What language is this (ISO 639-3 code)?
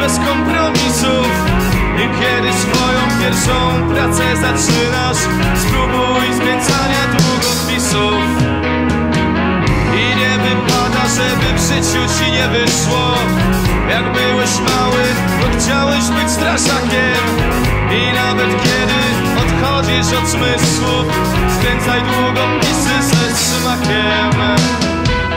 pol